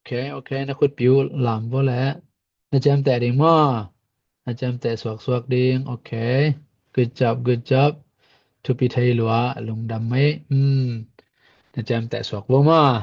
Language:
Tedim Chin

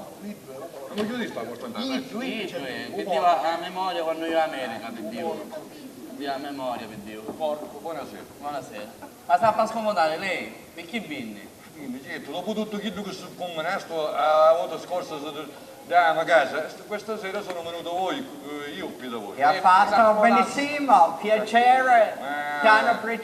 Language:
Sicilian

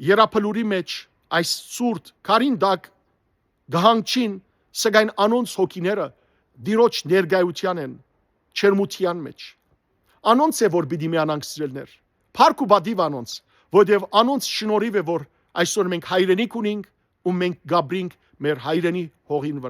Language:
Western Armenian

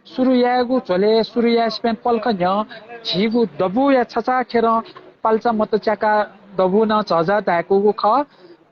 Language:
Newari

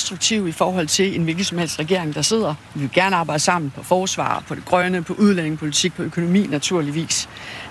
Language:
Danish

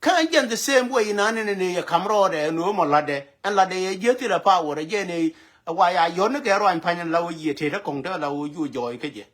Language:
Nuer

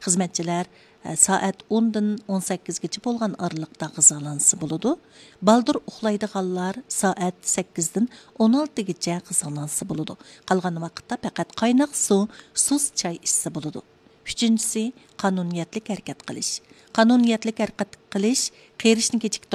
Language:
Uyghur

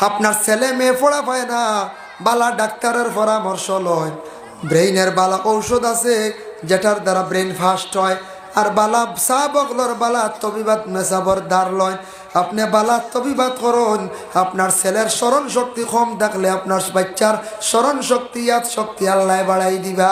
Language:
Sylheti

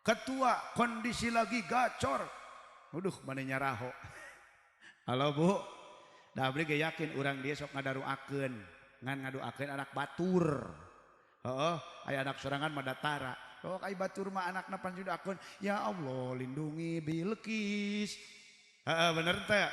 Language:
Sundanese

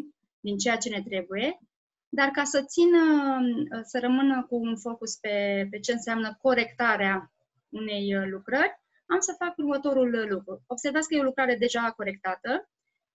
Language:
Romanian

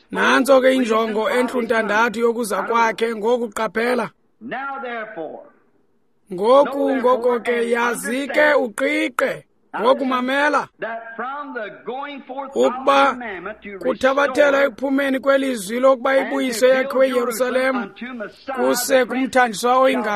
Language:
Xhosa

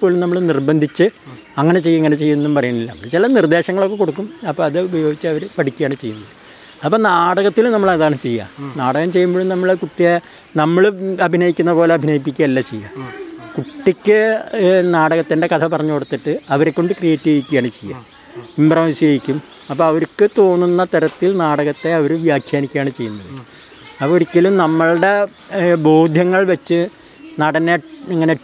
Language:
Malayalam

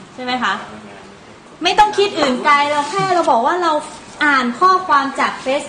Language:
Thai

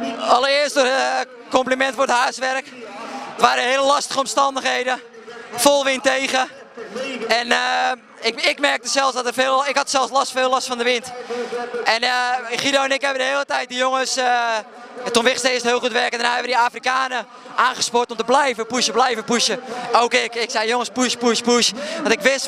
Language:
Dutch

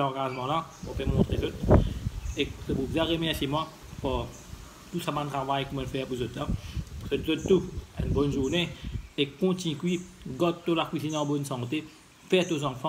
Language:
Morisyen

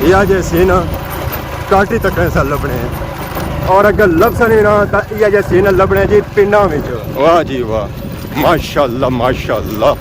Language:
Pahari-Potwari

